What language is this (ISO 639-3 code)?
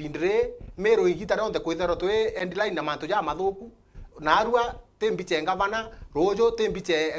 mer